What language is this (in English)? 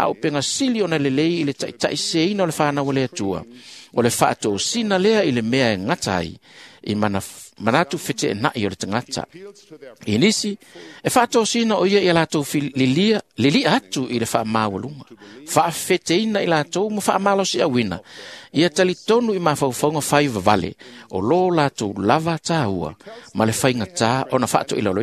Samoan